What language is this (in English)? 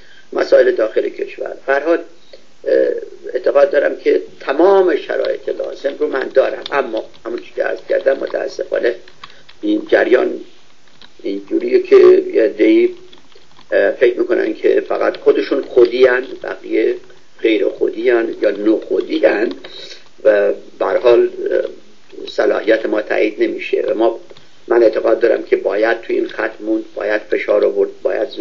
Persian